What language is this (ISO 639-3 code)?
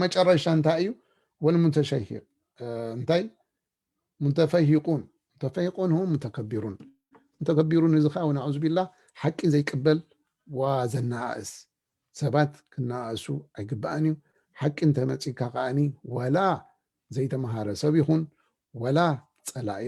tir